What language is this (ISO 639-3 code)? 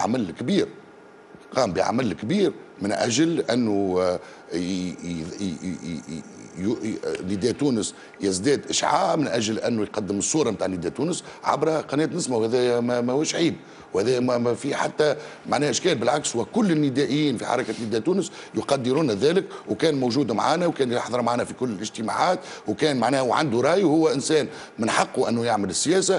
aeb